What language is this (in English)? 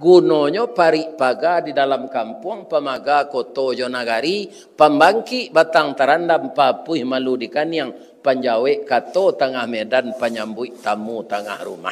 Minangkabau